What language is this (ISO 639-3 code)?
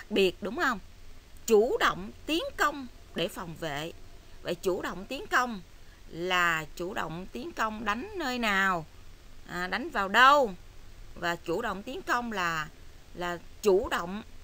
vie